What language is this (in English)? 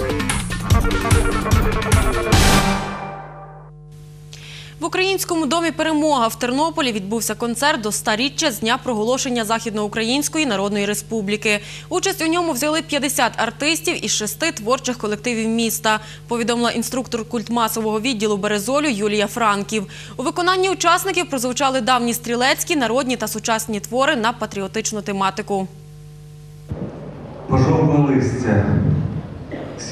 Ukrainian